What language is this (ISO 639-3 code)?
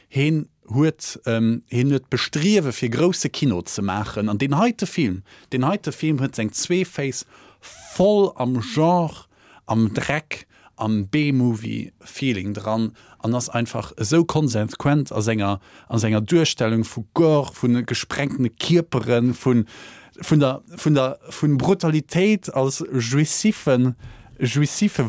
ltz